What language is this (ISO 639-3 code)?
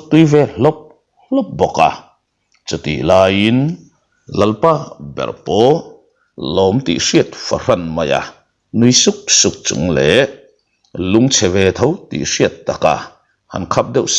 lus